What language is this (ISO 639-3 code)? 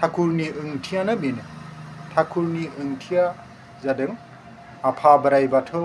brx